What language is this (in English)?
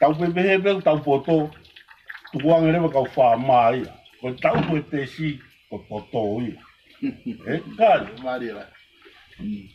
Tongan